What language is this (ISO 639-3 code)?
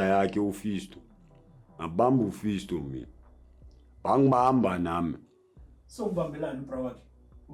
zul